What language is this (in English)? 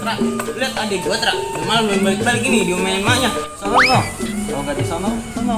Betawi